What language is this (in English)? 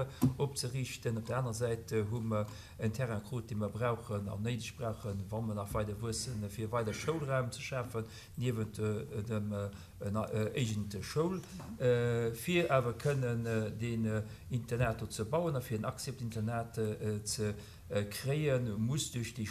Luxembourgish